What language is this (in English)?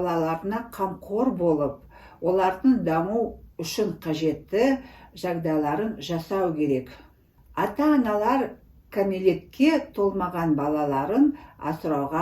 Kazakh